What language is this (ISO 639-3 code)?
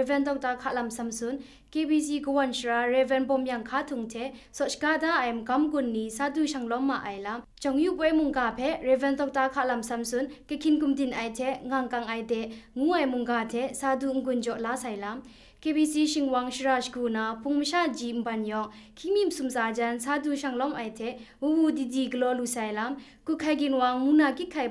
kac